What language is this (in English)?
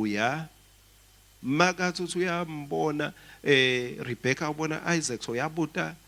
Swati